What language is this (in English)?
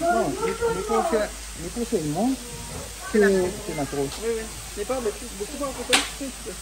Réunion Creole French